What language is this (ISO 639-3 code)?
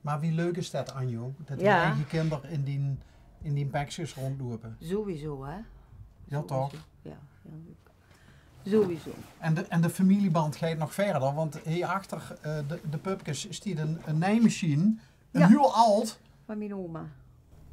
lim